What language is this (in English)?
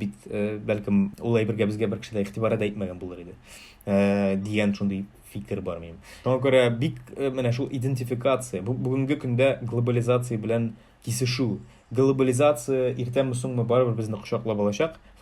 Tatar